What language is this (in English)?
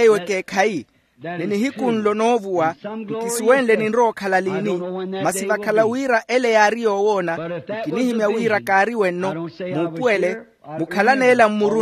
Makhuwa